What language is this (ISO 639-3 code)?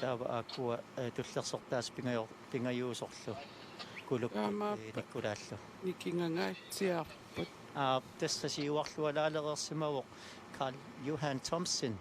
kal